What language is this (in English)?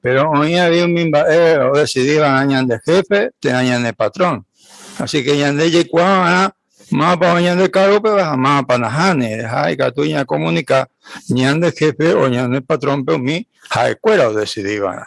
Guarani